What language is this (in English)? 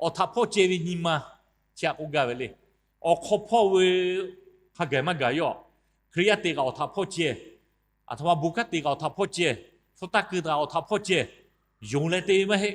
Lahu